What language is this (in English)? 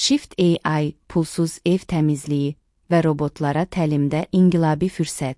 Azerbaijani